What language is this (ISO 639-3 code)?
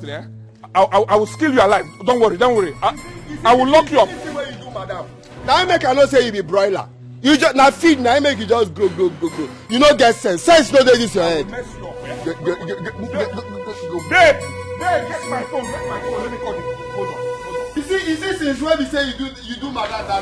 pcm